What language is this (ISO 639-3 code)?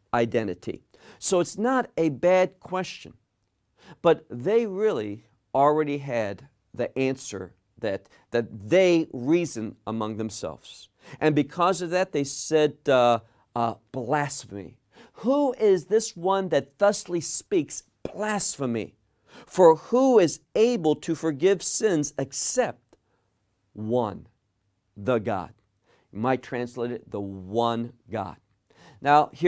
eng